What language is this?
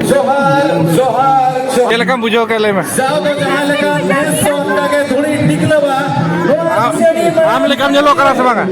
Santali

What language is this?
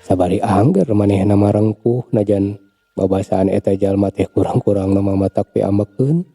Sundanese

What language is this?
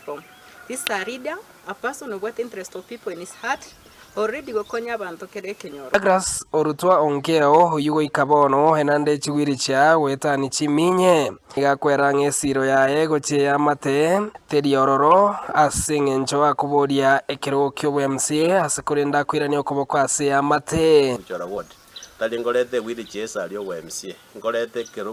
Gusii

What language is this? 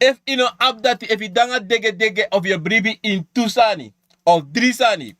Sranan Tongo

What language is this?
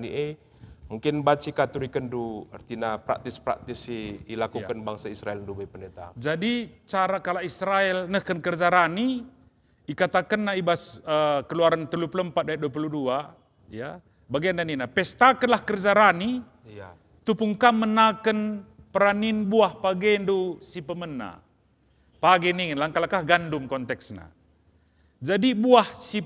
Batak Karo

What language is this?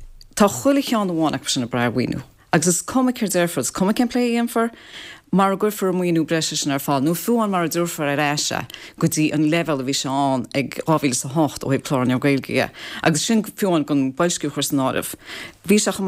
Irish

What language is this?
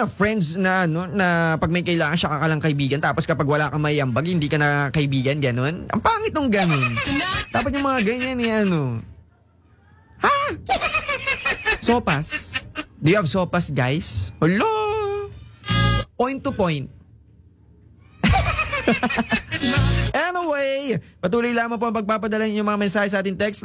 Filipino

